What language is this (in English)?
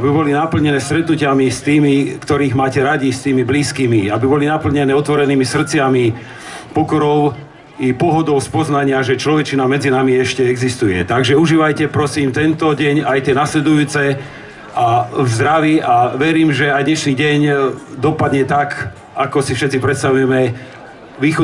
Slovak